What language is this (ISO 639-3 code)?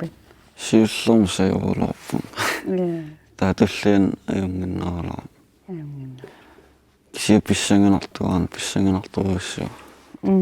kal